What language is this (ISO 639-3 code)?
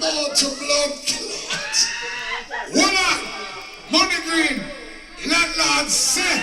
jam